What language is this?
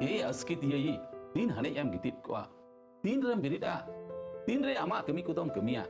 Santali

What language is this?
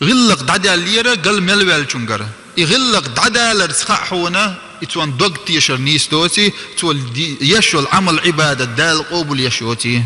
Chechen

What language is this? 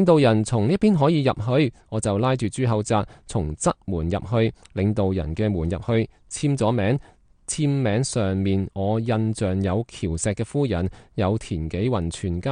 Cantonese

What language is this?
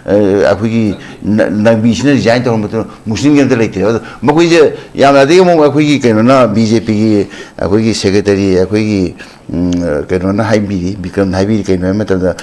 Manipuri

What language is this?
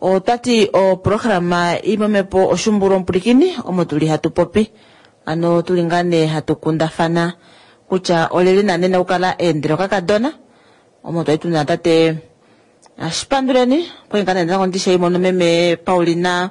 Kuanyama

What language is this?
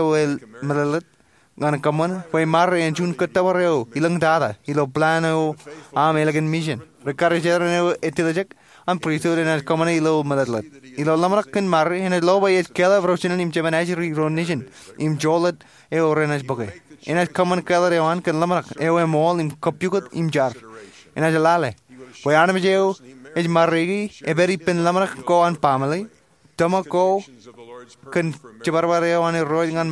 Marshallese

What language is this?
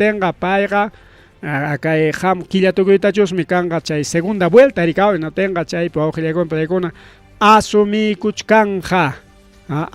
Ayacucho Quechua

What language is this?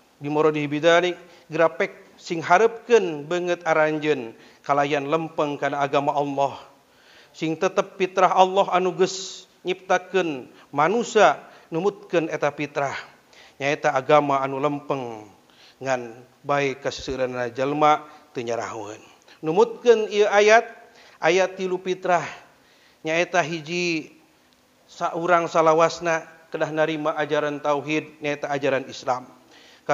Sundanese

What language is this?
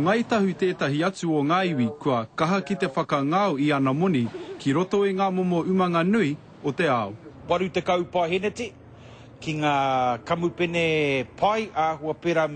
Māori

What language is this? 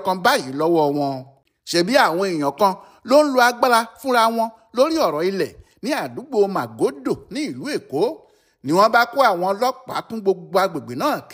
Yoruba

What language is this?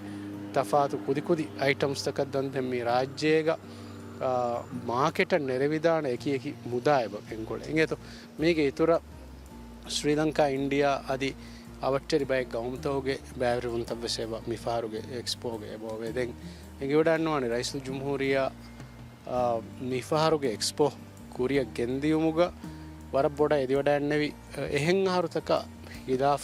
Divehi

